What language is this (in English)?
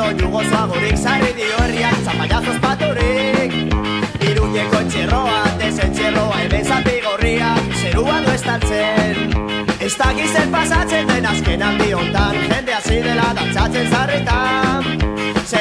Basque